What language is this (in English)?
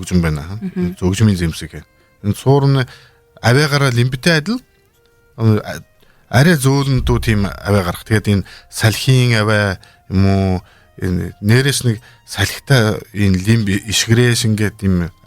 Buriat